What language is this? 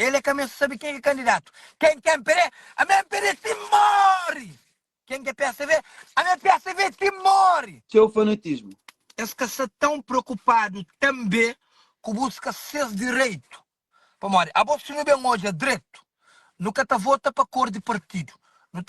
Kabuverdianu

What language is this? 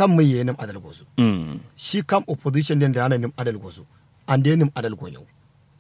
Kanuri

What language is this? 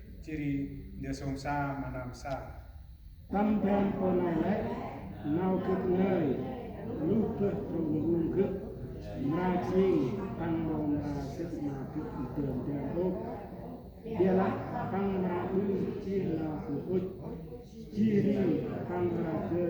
Central Mnong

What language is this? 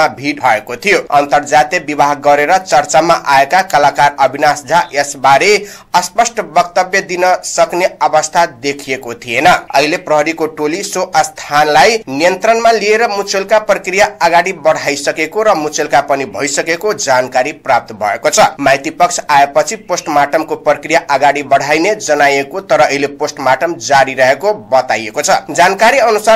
Nepali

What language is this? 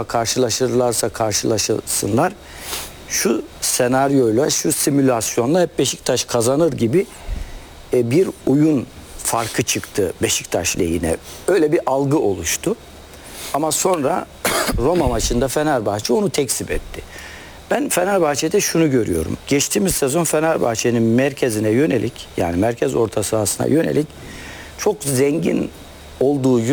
Turkish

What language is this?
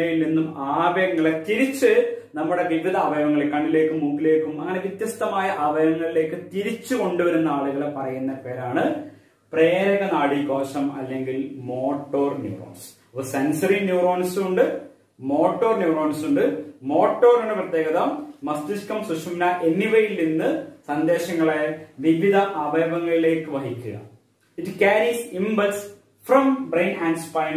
Malayalam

